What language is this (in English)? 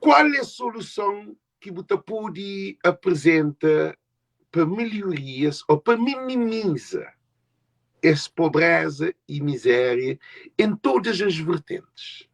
Kabuverdianu